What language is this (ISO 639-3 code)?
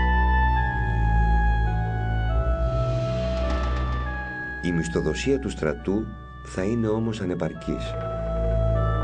ell